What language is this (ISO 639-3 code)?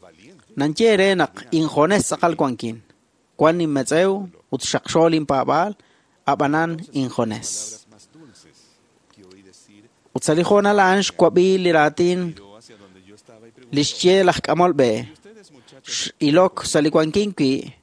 kek